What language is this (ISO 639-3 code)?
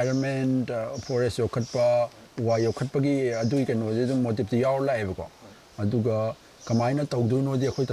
mni